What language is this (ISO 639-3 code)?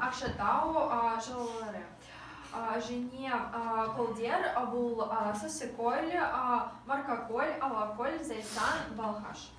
kaz